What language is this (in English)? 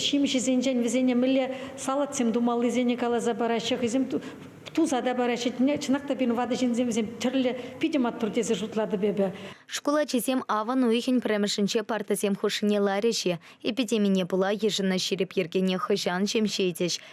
Chuvash